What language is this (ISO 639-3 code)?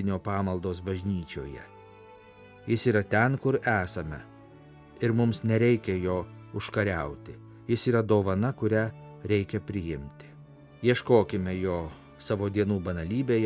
lit